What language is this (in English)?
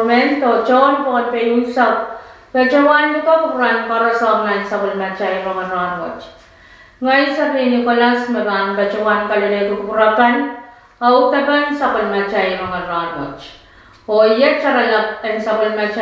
Pohnpeian